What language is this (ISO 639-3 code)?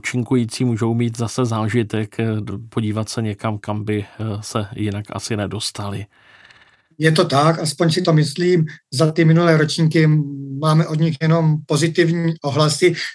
ces